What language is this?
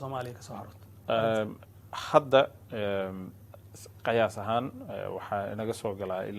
Somali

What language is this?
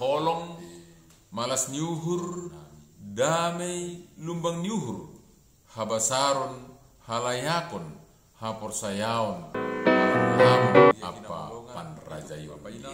Batak Simalungun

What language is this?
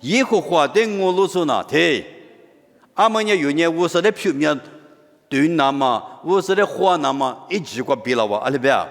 Lisu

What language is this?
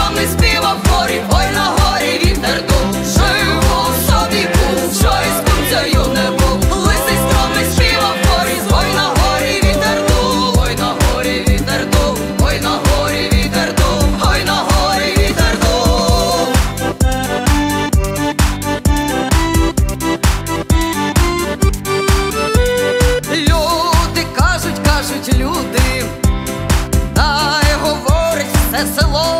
Ukrainian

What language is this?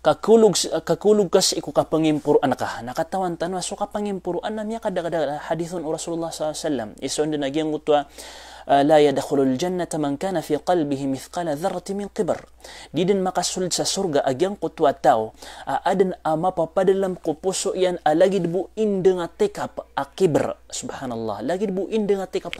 Maranao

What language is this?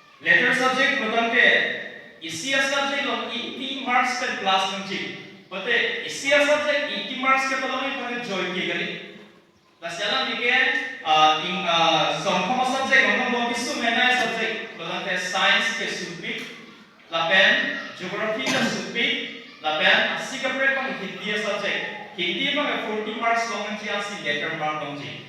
Karbi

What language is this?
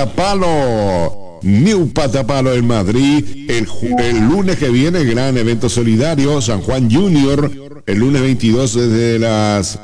Spanish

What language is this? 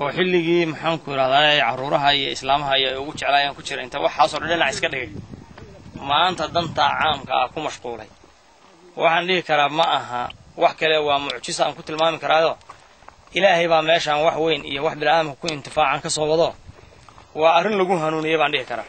Somali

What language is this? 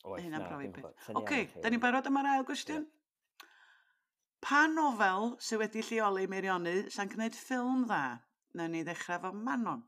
Welsh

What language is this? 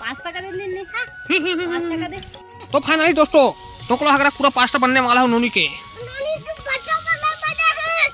Chhattisgarhi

